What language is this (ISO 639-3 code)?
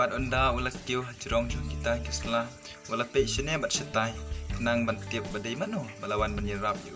kha